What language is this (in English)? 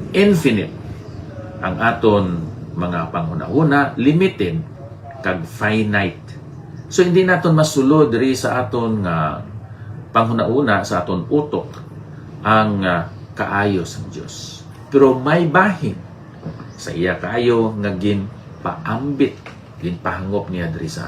Hiligaynon